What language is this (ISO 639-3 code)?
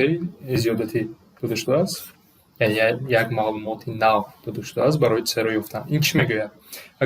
tgk